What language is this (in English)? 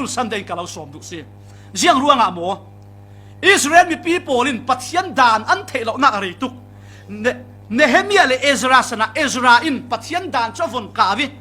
Falam Chin